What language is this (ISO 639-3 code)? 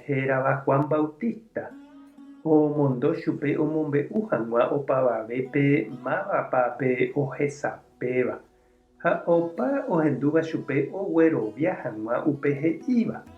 grn